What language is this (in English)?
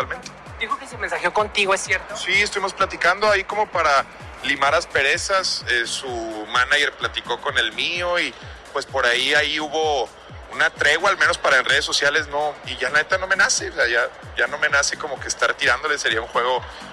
Spanish